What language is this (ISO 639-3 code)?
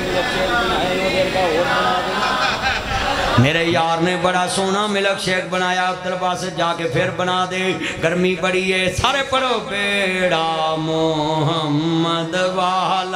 lah